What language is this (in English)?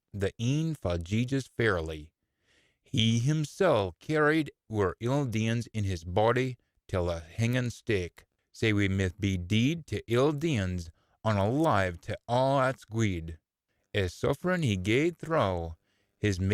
Scots